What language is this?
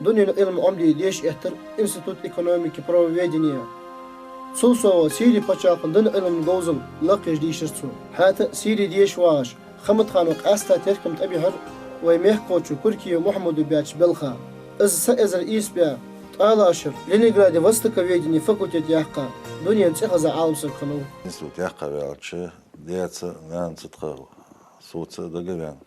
Ingush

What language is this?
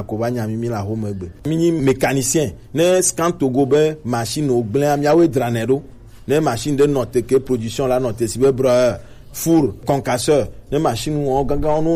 Gen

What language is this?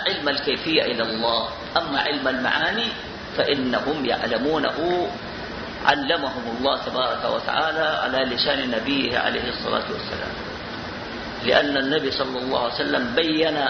Arabic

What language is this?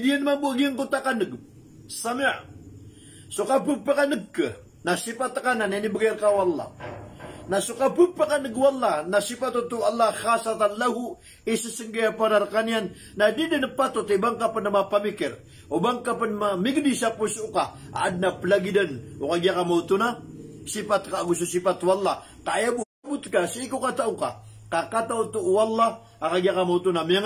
Maranao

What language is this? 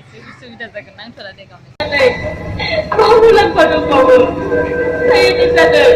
Bodo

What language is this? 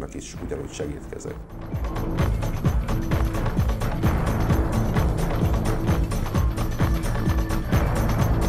Hungarian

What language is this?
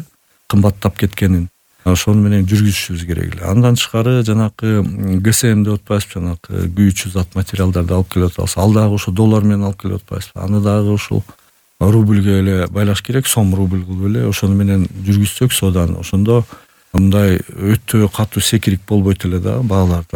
Kyrgyz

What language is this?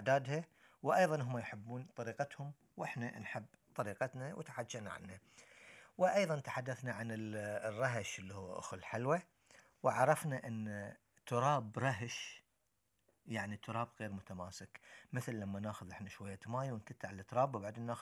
Gulf Arabic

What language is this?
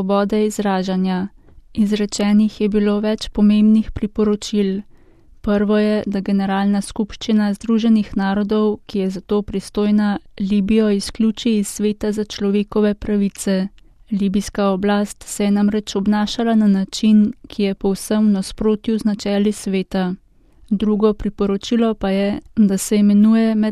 Slovenian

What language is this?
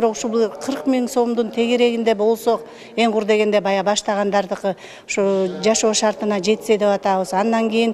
Kyrgyz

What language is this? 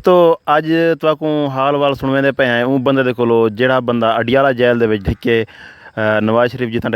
Saraiki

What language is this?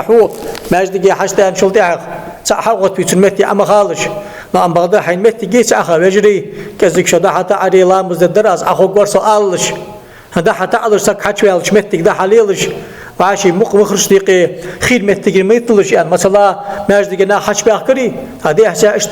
Ingush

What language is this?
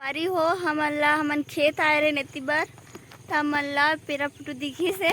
Chhattisgarhi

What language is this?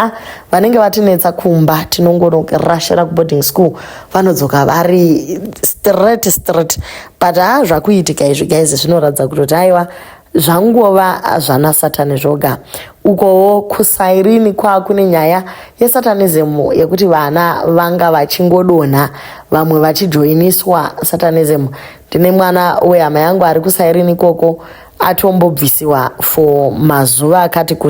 Shona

